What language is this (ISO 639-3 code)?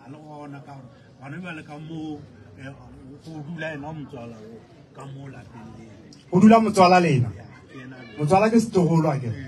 nso